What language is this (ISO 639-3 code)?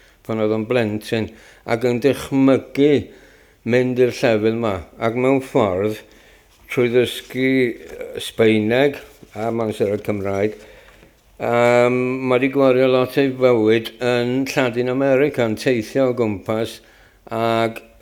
cym